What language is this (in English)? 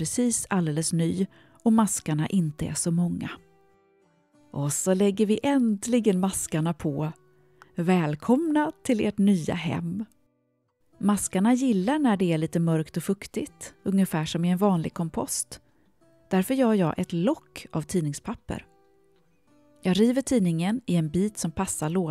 Swedish